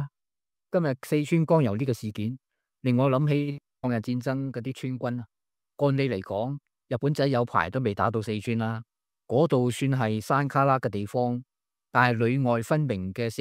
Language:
Cantonese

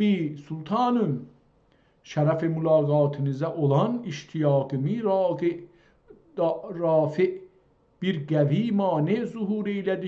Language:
South Azerbaijani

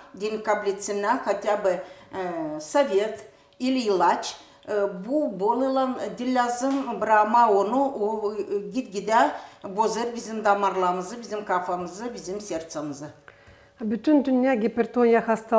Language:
Gagauz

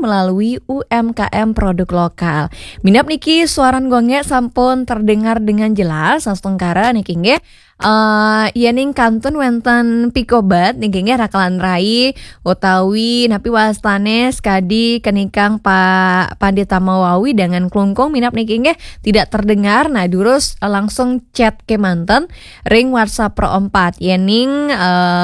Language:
Balinese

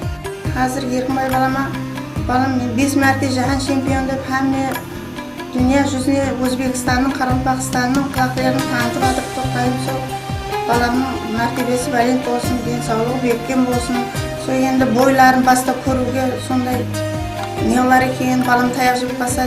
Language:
Kara-Kalpak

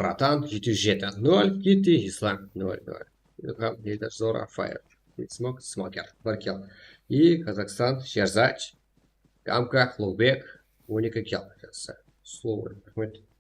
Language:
Kara-Kalpak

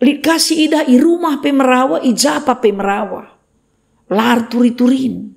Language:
Batak Karo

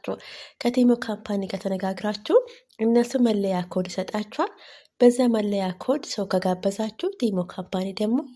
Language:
Amharic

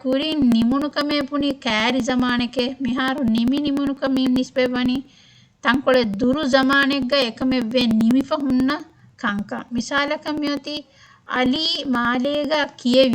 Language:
Divehi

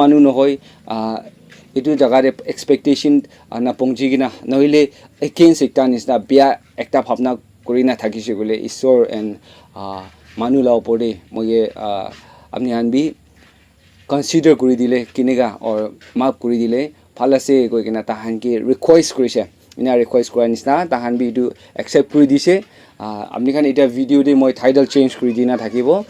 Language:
Naga Pidgin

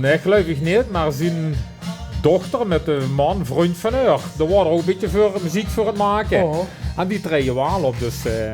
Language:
Limburgish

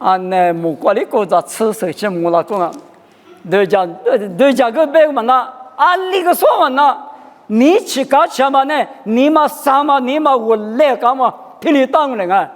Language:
Lisu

